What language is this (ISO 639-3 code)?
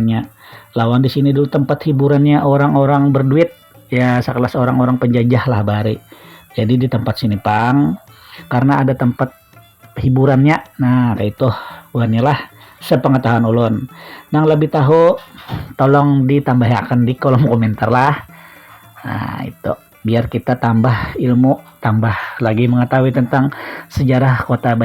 bjn